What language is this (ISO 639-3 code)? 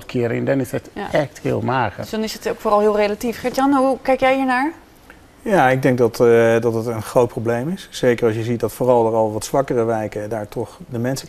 nld